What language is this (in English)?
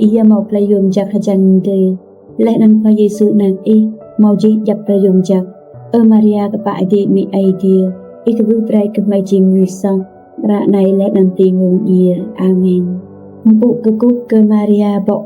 Rade